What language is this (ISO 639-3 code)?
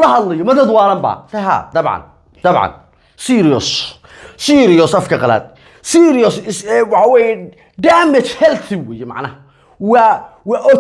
som